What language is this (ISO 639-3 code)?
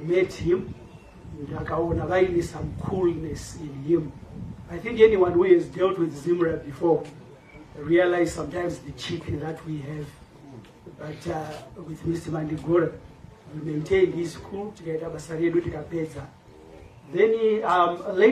sna